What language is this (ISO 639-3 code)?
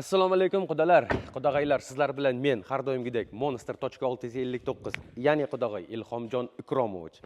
uzb